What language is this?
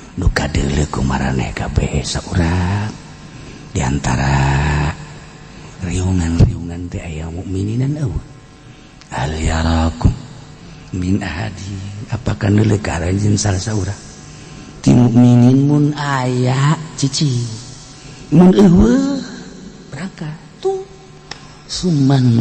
Sundanese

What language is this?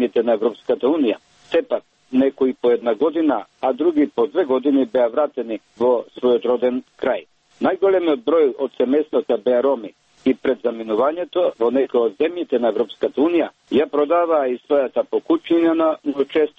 Macedonian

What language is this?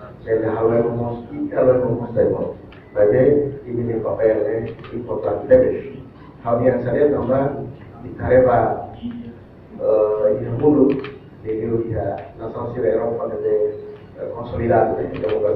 Tetum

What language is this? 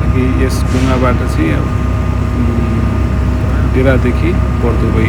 Nepali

